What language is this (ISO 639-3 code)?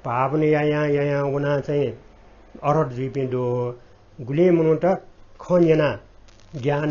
new